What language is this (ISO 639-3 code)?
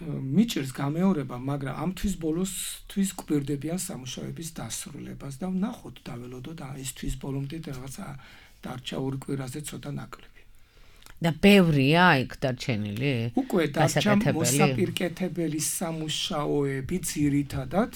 kat